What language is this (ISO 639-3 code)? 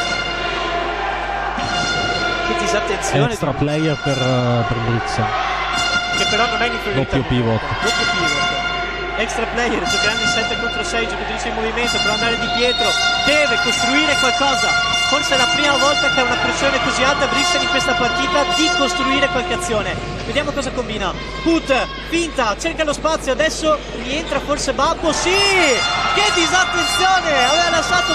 ita